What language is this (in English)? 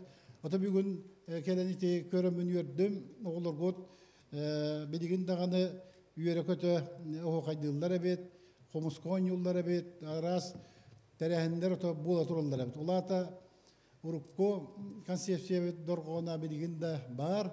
Yakut